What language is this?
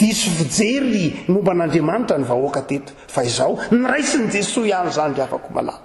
Malagasy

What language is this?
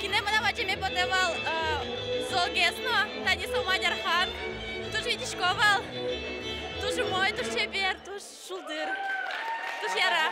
Udmurt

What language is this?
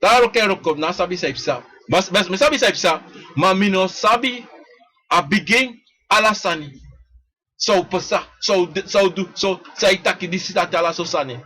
Sranan Tongo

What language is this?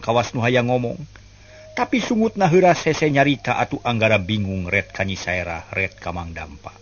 Sundanese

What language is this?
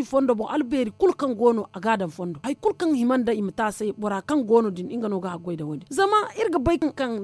Zarma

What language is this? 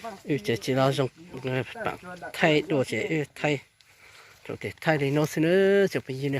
Hmong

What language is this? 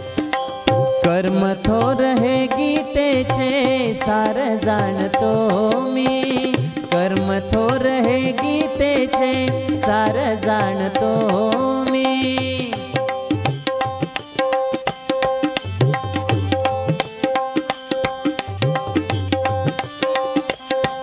Marathi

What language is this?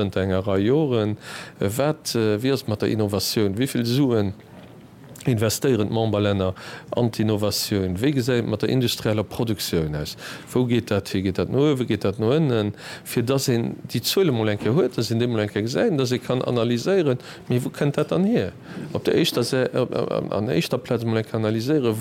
Luxembourgish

